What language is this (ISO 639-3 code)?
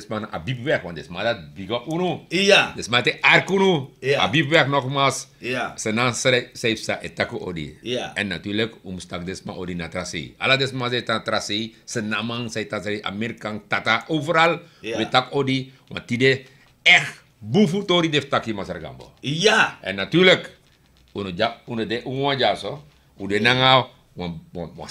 srn